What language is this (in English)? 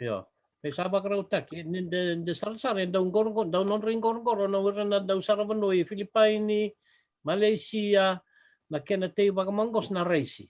Fijian